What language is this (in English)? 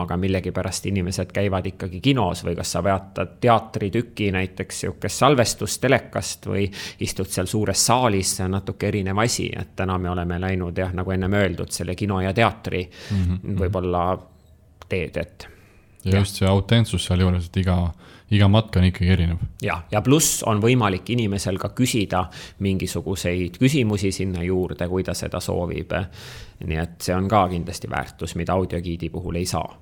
Estonian